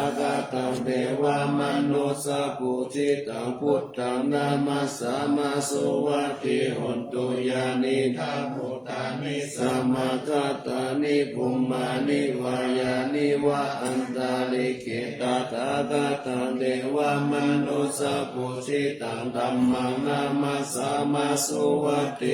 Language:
Pali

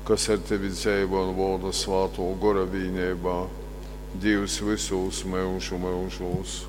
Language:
Latgalian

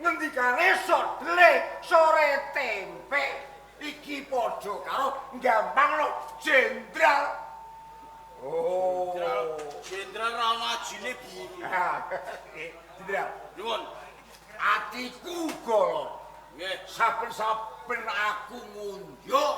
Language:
Javanese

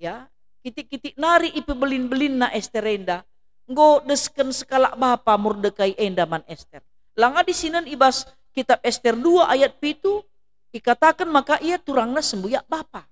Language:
Batak Karo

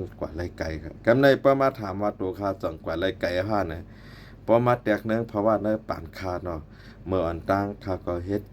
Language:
Shan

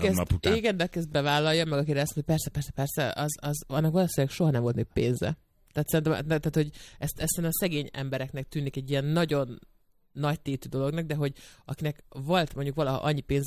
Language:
Hungarian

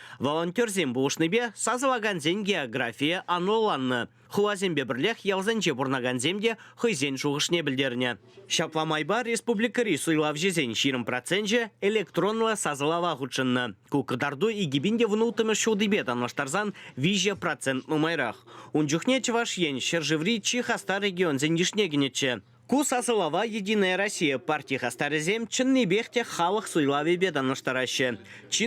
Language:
Chuvash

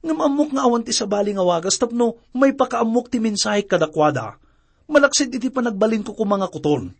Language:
Iloko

